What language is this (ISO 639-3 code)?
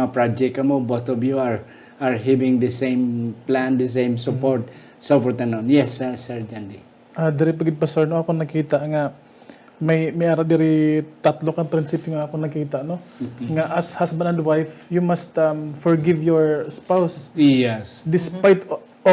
hil